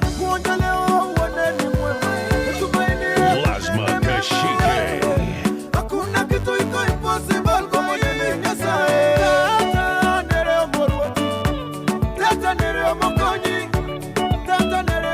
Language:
Gusii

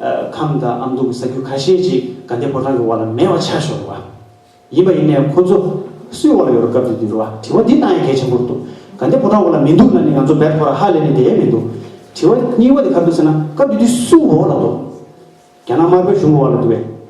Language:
Tibetan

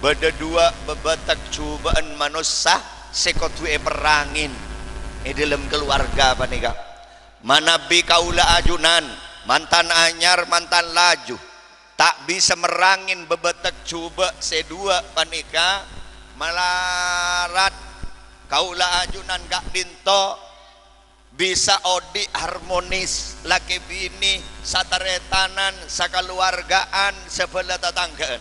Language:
Madurese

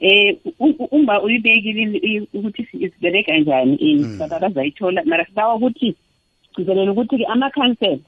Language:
South Ndebele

